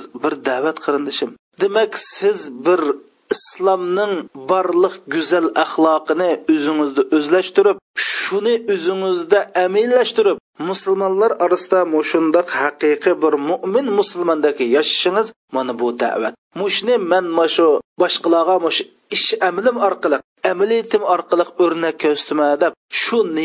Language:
Uyghur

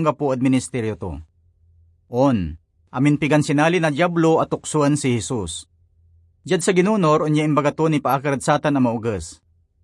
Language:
Pangasinan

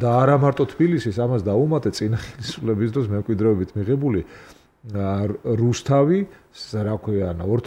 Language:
Georgian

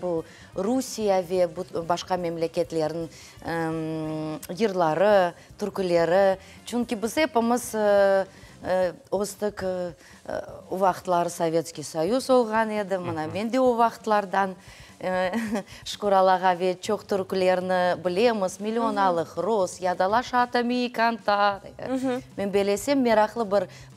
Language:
Crimean Tatar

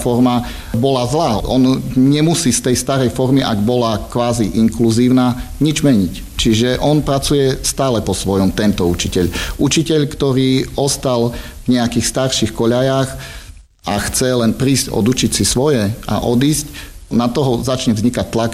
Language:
Slovak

